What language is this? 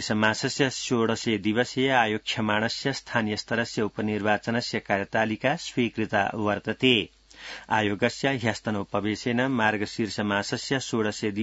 Sanskrit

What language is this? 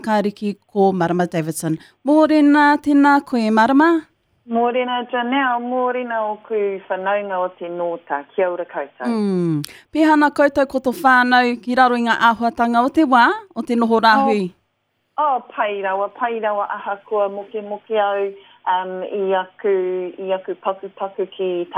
Māori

